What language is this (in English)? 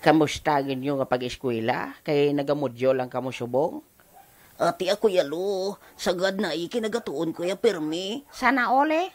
Hiligaynon